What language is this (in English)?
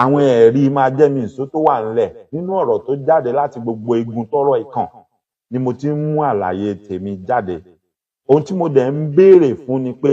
Yoruba